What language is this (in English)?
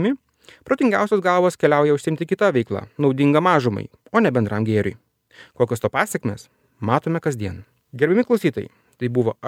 Lithuanian